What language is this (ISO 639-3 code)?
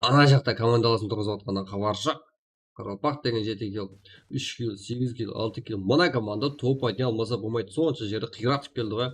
kaa